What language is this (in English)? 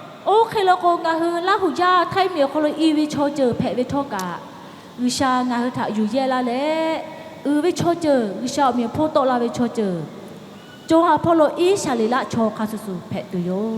Lahu